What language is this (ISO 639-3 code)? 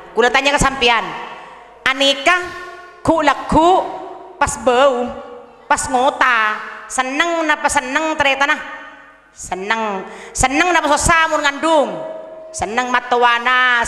mad